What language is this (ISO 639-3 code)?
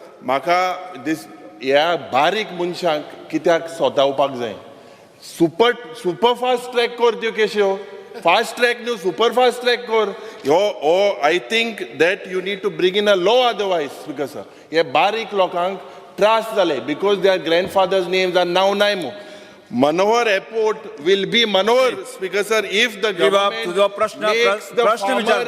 kok